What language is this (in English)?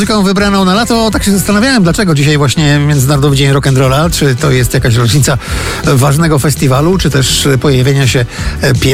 Polish